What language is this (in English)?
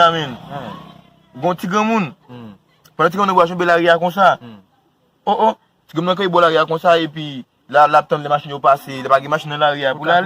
Haitian Creole